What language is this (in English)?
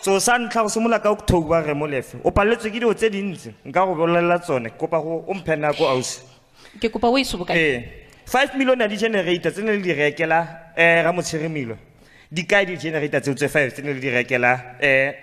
Tswana